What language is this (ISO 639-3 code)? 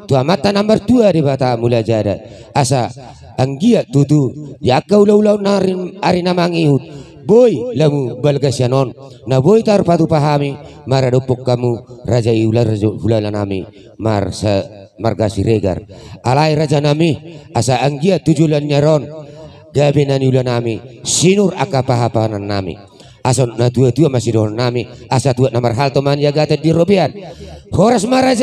bbc